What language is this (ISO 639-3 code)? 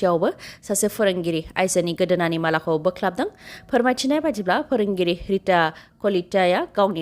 brx